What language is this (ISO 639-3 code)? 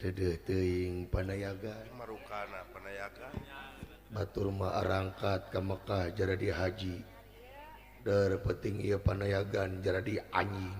sun